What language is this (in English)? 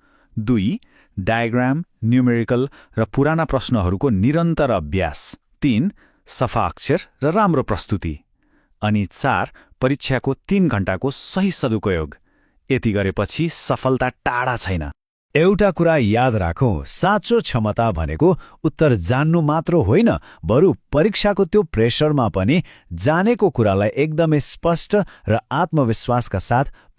Nepali